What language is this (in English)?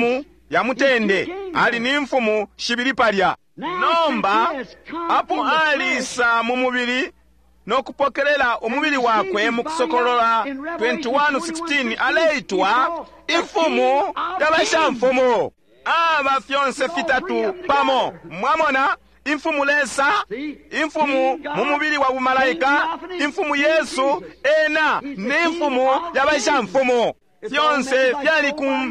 Bemba